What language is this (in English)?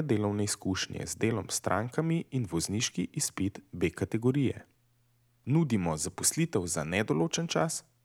Slovenian